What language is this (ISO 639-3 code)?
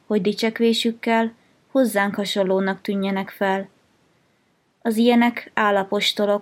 hun